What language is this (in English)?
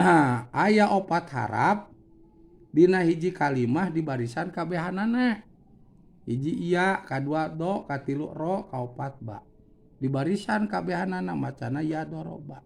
Sundanese